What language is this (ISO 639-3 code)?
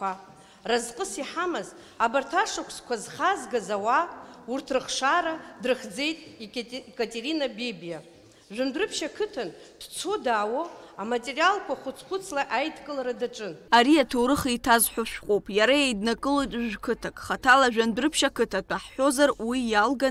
abk